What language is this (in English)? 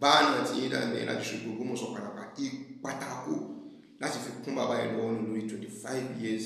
Yoruba